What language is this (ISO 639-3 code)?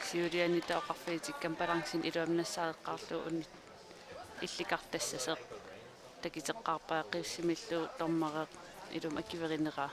kal